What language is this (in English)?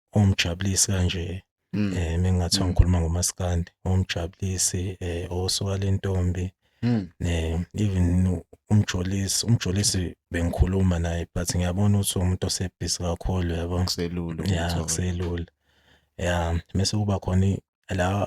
Zulu